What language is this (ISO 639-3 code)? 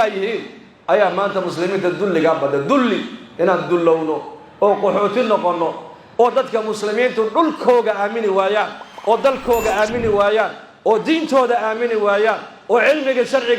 som